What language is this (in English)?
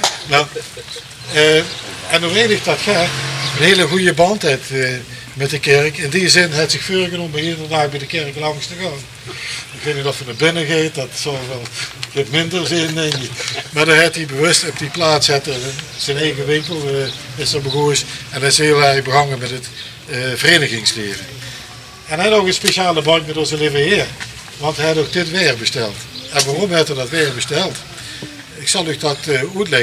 Limburgish